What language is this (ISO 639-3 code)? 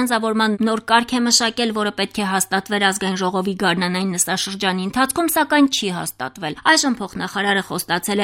hye